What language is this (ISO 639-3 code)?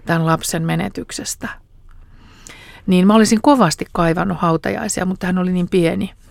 fin